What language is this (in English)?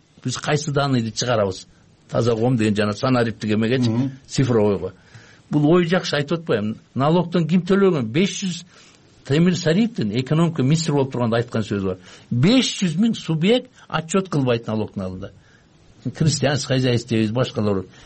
Kyrgyz